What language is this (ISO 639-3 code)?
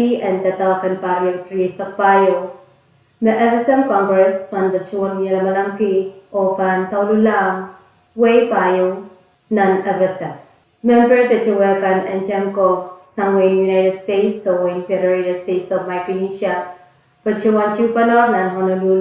pon